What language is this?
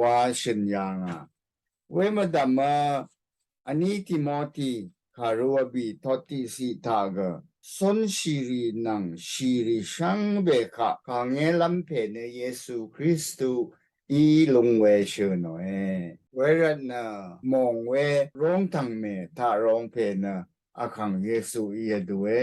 Rawang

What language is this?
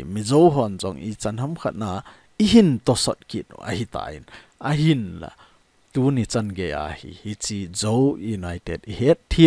Thado Chin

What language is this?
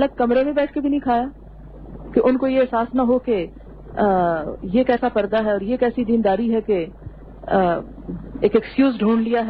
Urdu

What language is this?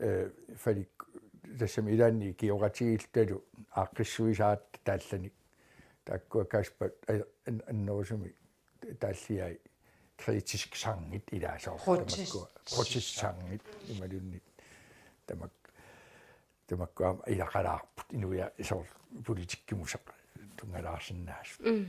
Kalaallisut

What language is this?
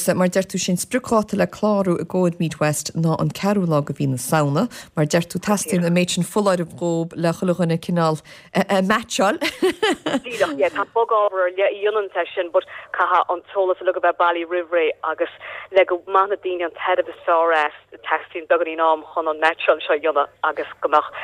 Irish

